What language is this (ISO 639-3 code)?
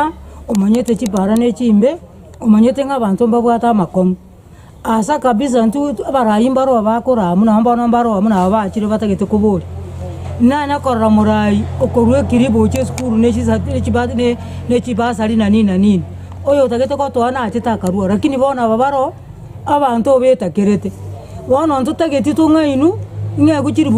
guz